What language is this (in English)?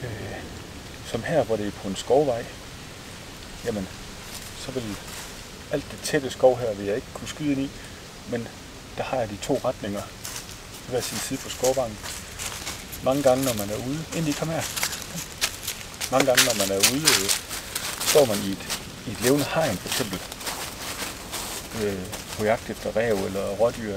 Danish